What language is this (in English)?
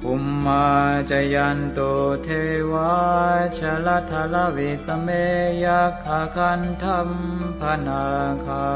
Pali